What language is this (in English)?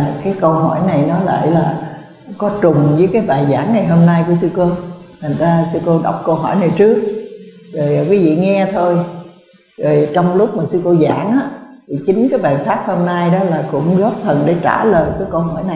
Vietnamese